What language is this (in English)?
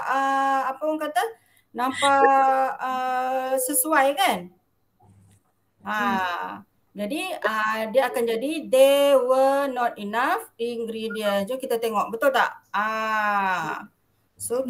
Malay